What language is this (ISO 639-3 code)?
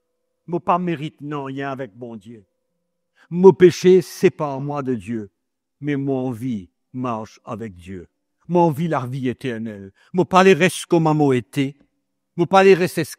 mfe